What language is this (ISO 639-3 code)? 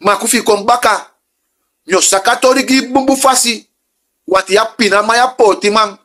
srn